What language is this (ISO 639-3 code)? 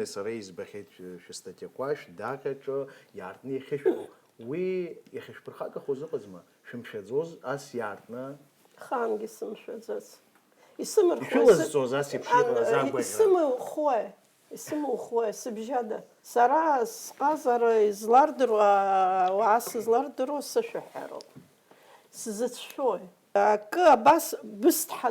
abk